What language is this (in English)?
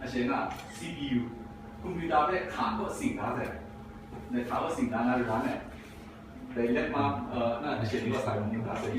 Kachin